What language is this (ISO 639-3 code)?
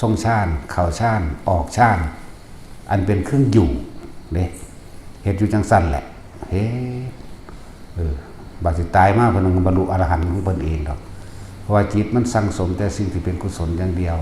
tts